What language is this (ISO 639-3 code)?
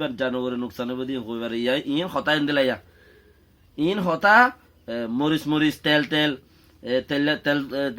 rhg